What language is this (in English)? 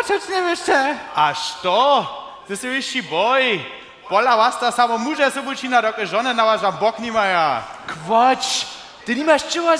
Upper Sorbian